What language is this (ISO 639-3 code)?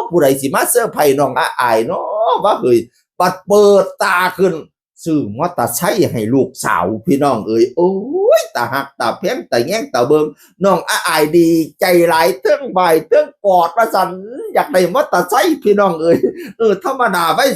tts